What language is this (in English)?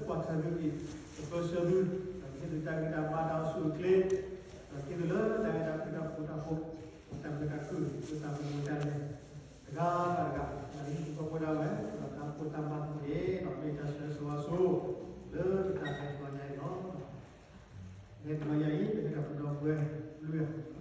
S'gaw Karen